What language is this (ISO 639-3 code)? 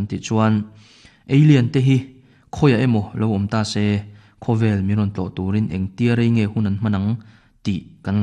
lus